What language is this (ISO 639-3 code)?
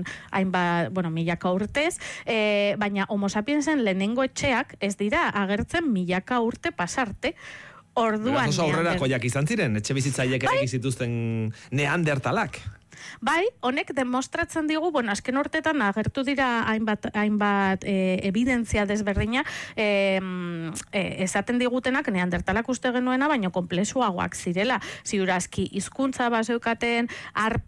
eus